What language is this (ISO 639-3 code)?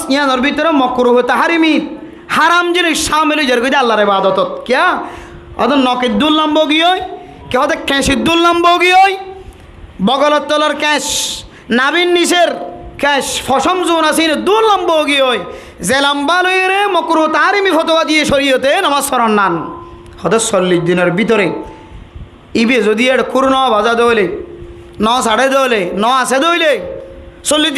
rhg